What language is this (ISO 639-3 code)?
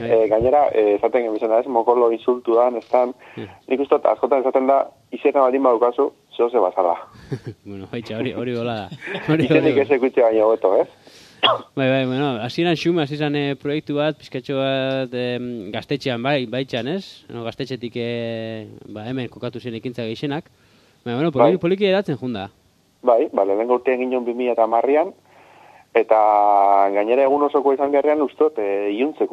eus